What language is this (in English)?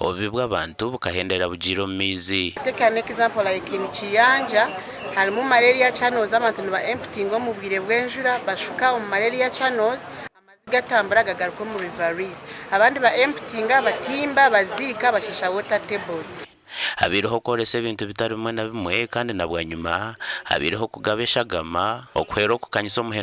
Nyankole